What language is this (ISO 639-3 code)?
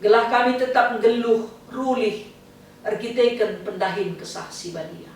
btx